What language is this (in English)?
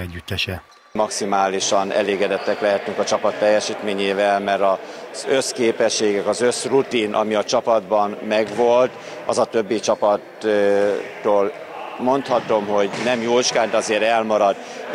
Hungarian